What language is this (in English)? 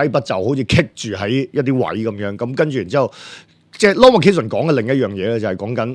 Cantonese